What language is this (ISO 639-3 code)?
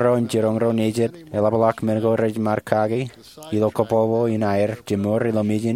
mah